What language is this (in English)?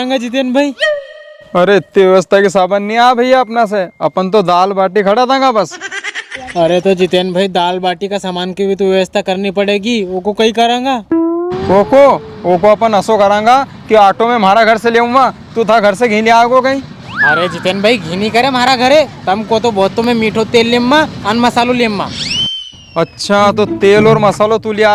Rajasthani